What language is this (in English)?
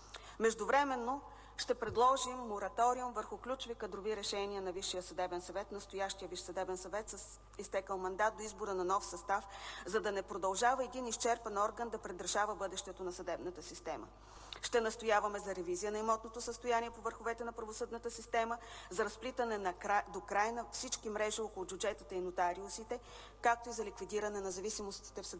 Bulgarian